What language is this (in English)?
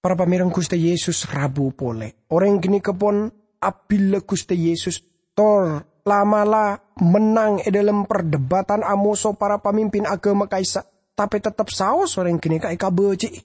Madurese